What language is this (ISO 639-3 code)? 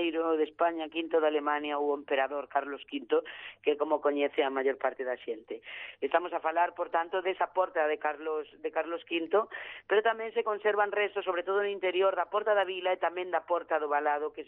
glg